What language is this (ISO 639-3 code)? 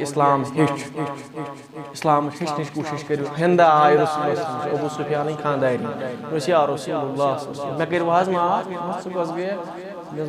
kas